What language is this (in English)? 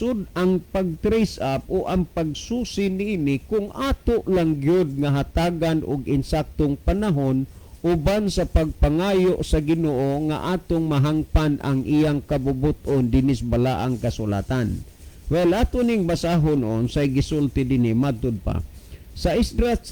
Cebuano